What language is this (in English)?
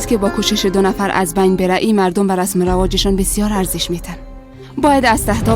Persian